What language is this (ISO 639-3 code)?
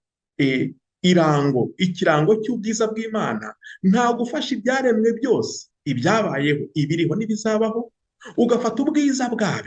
kin